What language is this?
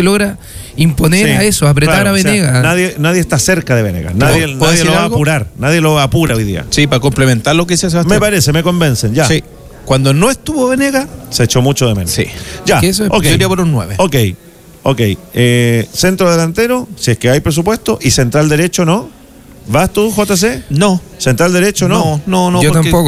Spanish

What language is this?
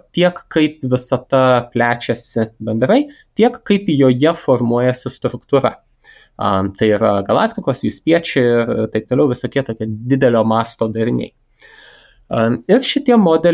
Lithuanian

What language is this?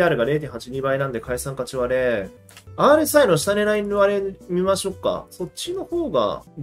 Japanese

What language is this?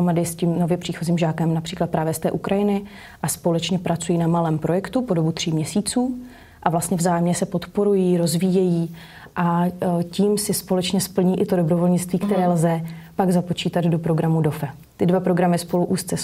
Czech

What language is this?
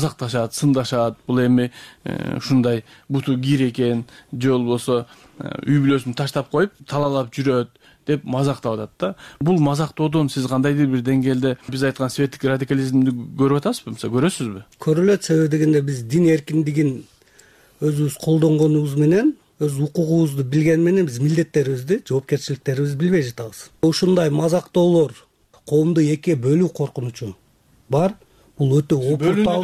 Kyrgyz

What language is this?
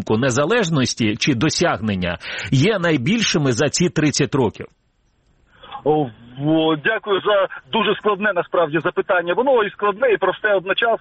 Ukrainian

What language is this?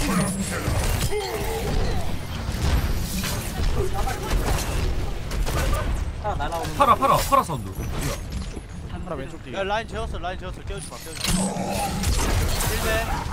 Korean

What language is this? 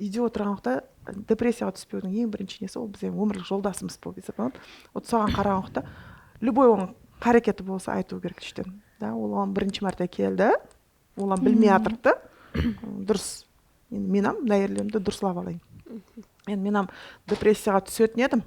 Kara-Kalpak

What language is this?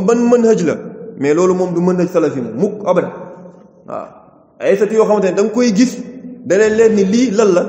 Wolof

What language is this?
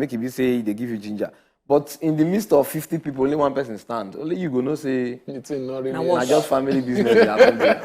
Nigerian Pidgin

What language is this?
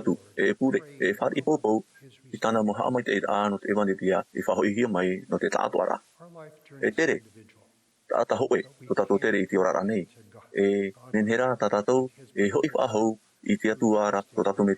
Tahitian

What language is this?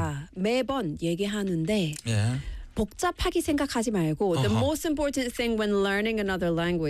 Korean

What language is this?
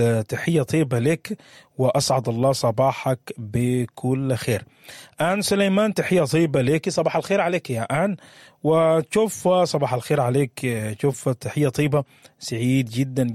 Sudanese Arabic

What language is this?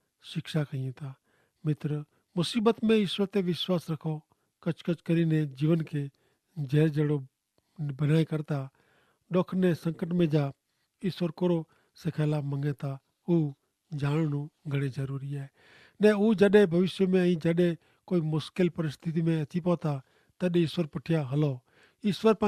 Kachhi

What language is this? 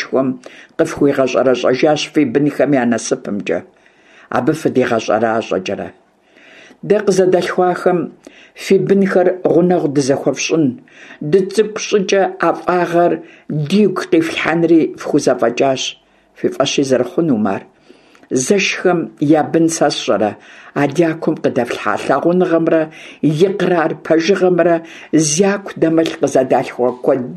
Kabardian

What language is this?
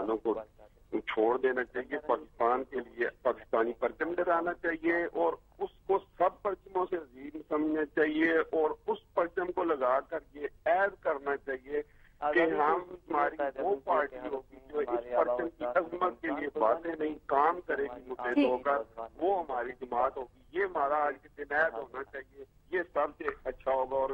Urdu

